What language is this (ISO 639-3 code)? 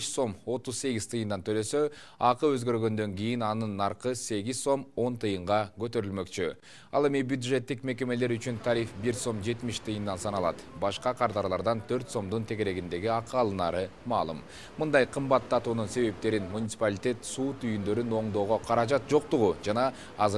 kir